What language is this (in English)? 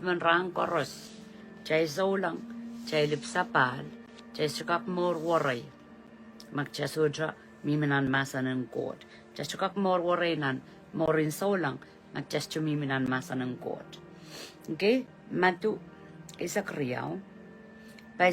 Pohnpeian